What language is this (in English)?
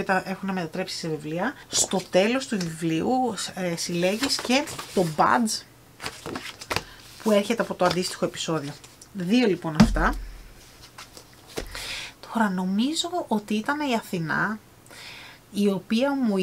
Greek